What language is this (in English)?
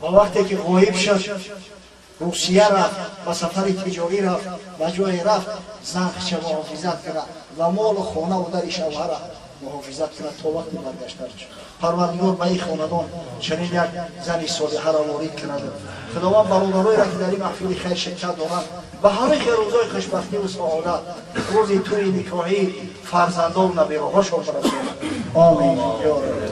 Tajik